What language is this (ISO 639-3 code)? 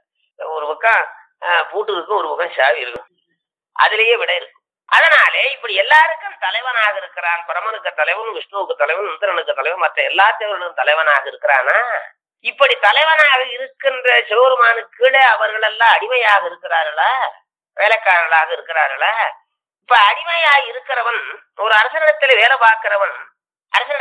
tam